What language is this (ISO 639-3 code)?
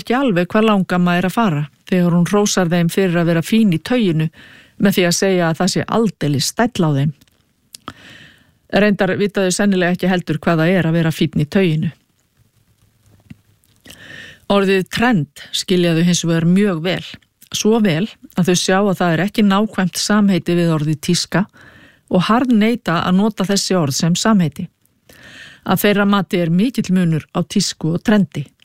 isl